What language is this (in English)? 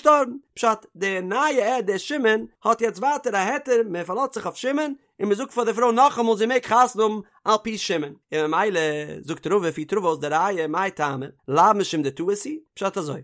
Yiddish